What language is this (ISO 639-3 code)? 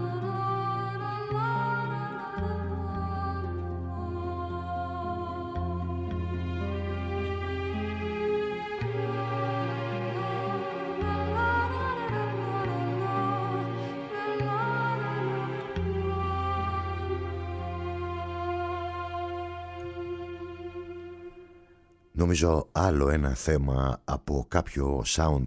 ell